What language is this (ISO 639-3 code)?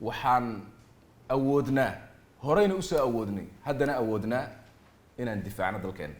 som